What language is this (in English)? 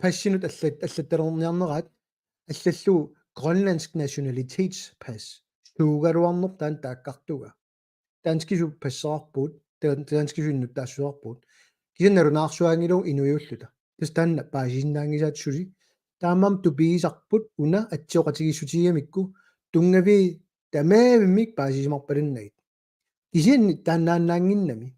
Kalaallisut